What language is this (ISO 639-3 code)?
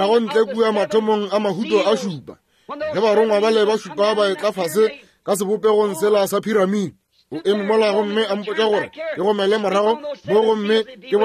nso